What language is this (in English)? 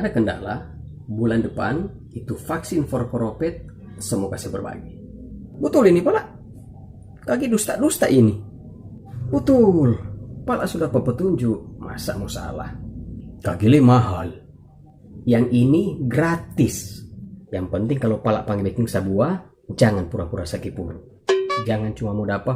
Manado Malay